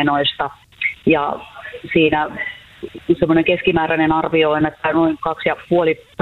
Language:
Finnish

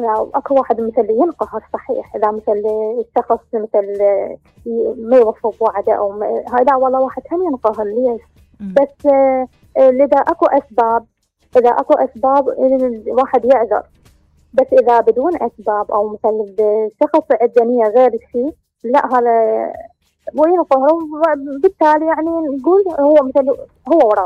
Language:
Mesopotamian Arabic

